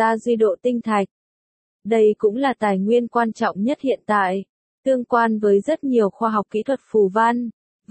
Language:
Vietnamese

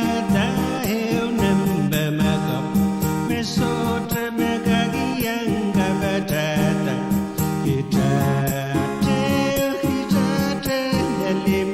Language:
Pohnpeian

